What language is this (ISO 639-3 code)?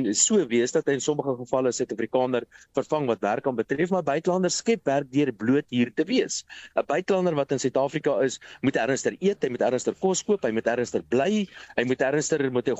afr